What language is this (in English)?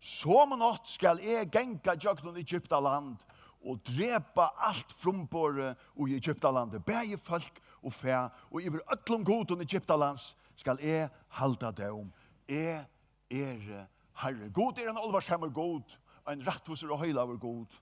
Faroese